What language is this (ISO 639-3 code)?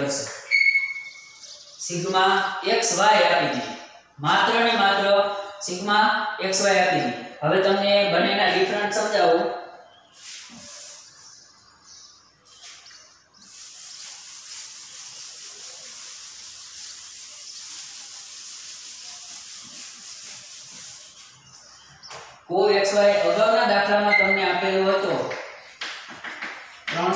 guj